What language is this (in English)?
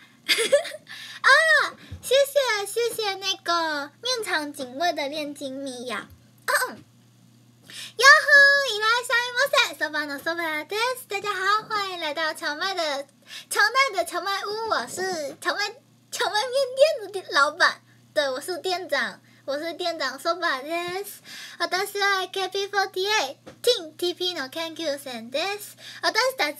Chinese